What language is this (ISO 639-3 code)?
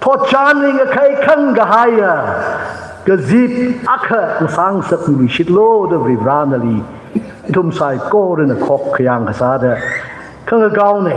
nmf